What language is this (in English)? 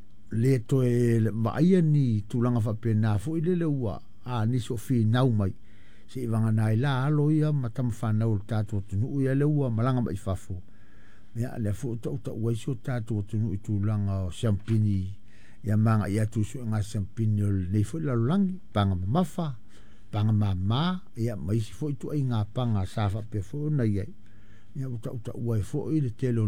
Samoan